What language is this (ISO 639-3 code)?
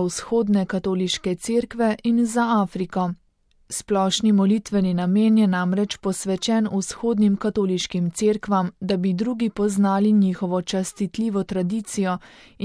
slv